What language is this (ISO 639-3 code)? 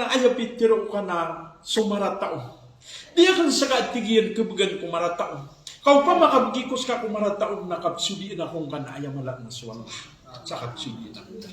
mrw